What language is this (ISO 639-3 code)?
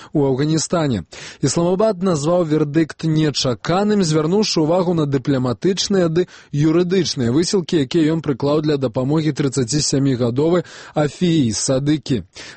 bel